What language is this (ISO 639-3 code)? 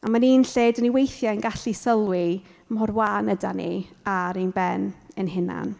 cym